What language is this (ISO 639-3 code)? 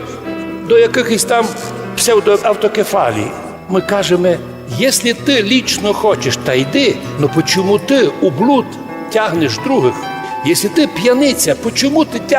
rue